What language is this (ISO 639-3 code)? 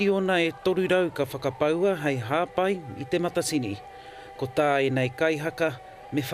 mri